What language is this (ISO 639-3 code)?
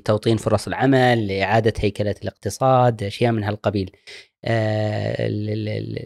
afb